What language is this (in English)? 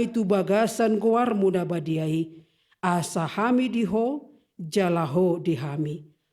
Batak Toba